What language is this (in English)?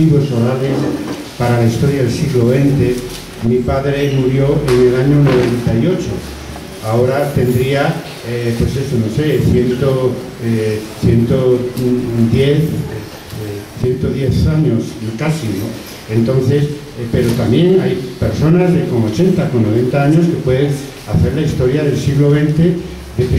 Spanish